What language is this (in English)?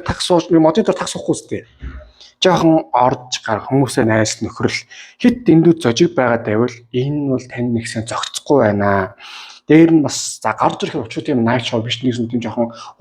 Mongolian